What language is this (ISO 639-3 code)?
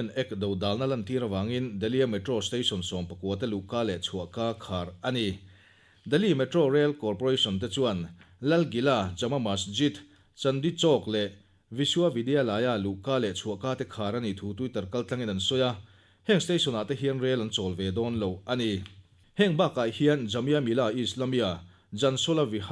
lus